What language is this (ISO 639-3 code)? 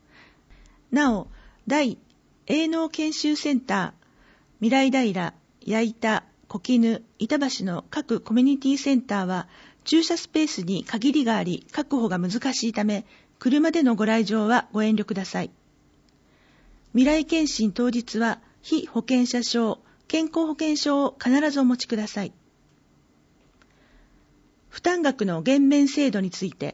jpn